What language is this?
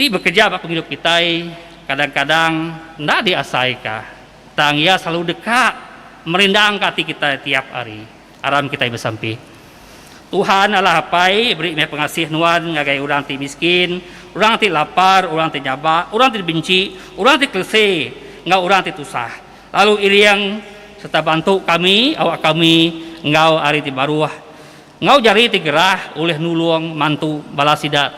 Iban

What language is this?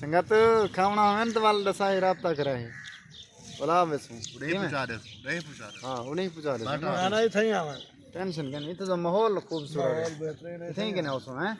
Saraiki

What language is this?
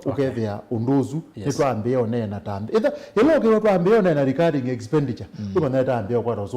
Kamba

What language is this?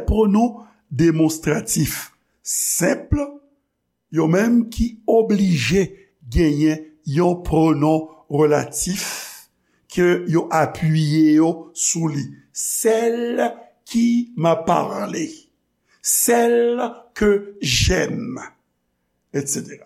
Haitian Creole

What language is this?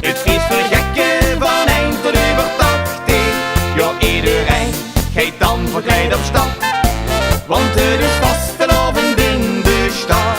Limburgish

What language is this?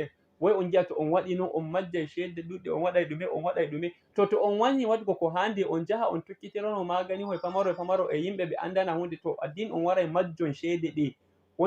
Fula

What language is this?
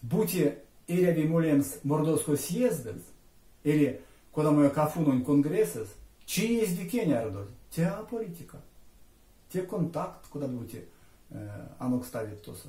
Erzya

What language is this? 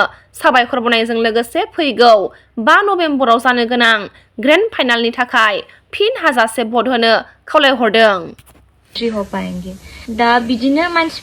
Bodo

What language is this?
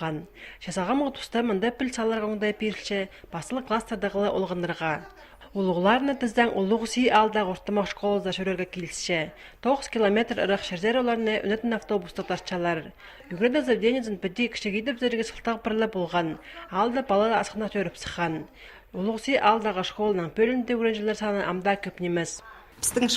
Khakas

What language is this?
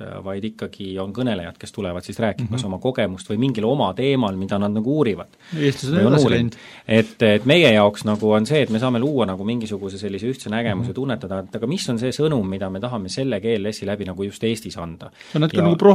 Estonian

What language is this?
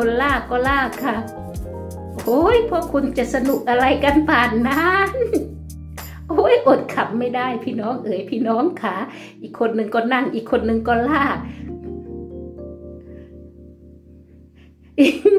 Thai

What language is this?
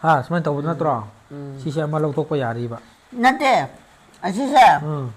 Manipuri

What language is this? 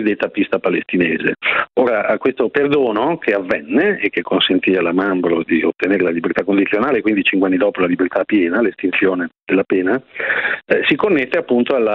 Italian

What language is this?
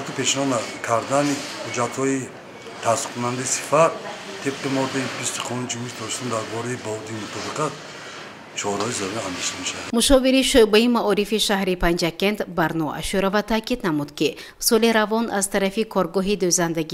Tajik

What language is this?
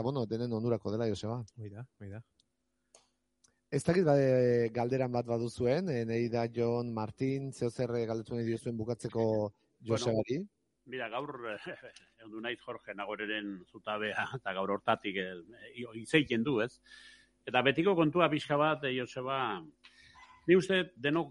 Basque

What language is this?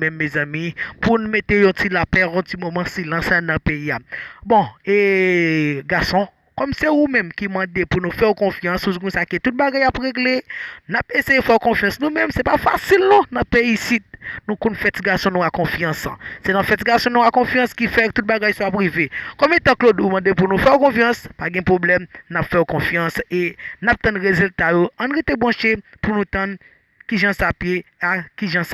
Haitian Creole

